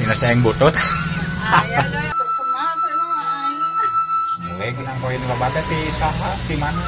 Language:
Sundanese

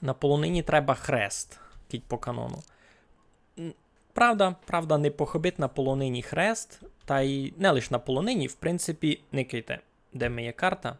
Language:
Rusyn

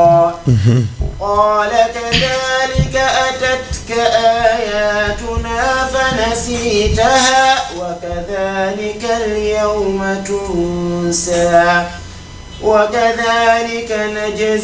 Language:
Fula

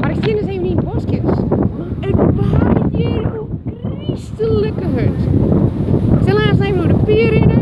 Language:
Western Frisian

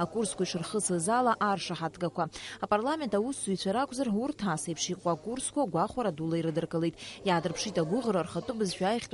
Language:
Abkhazian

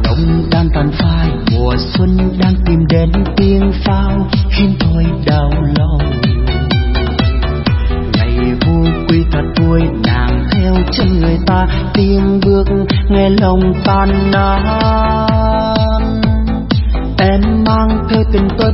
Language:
Vietnamese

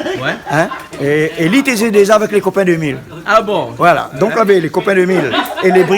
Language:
Réunion Creole French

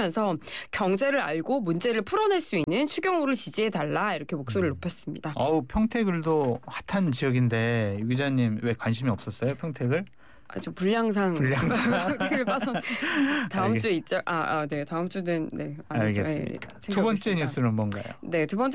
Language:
Korean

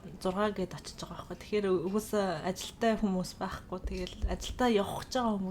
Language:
Mongolian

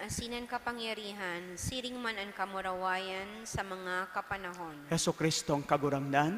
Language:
Bikol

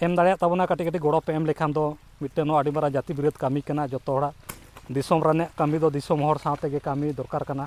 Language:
Santali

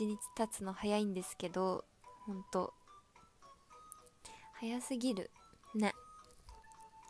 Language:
Japanese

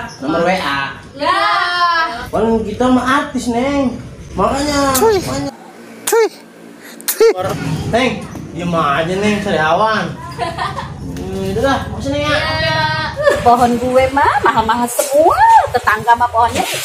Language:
Betawi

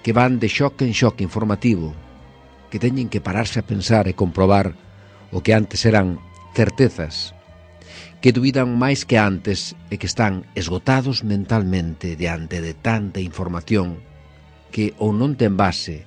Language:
Galician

